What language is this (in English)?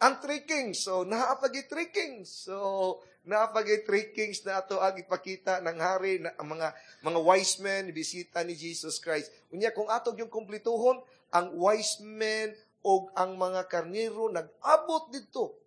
Cebuano